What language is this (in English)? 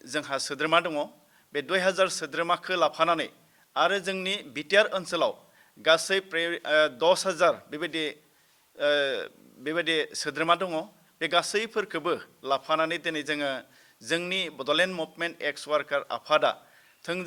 Bodo